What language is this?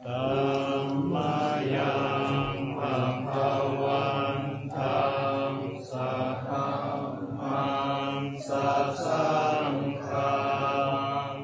Pali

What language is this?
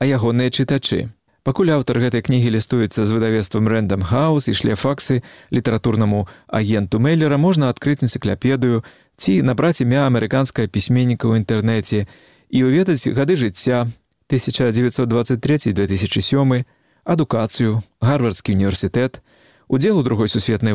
Belarusian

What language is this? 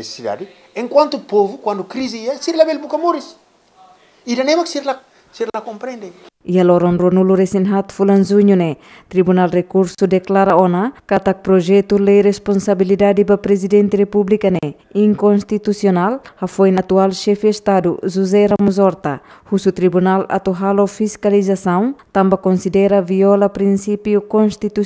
Tetum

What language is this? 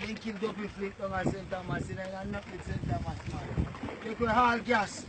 Jamaican Creole English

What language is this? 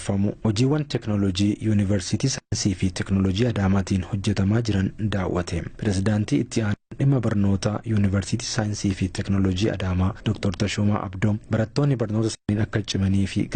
Oromo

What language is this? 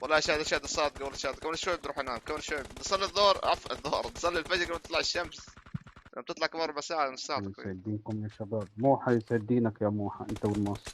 North Levantine Arabic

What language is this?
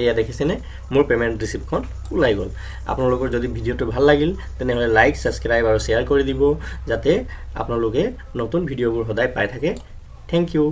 Assamese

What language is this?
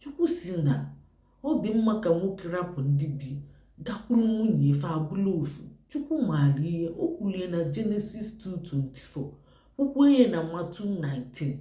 Igbo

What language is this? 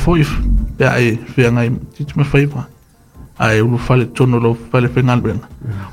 Samoan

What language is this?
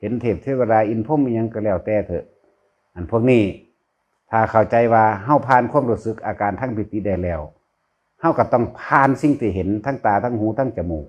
Lao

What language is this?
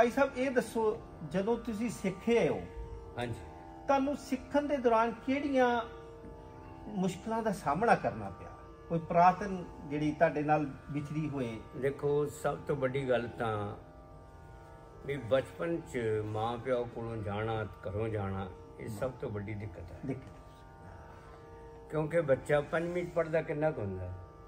Punjabi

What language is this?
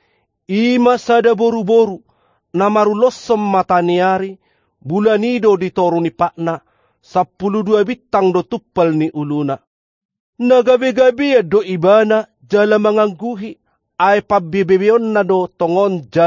Batak Toba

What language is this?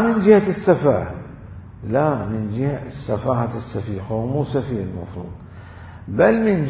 Mesopotamian Arabic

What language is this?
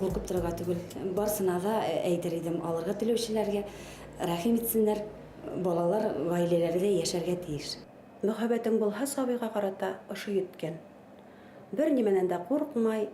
Bashkir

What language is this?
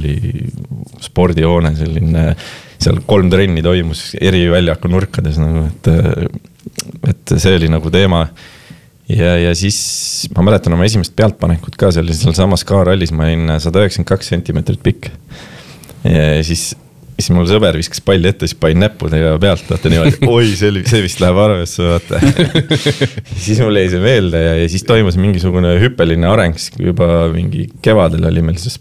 Estonian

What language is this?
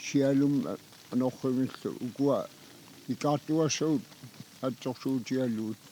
Kalaallisut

